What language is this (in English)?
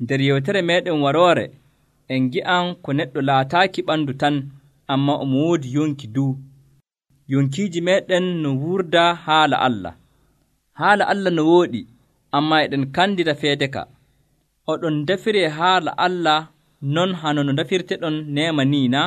Nigerian Fulfulde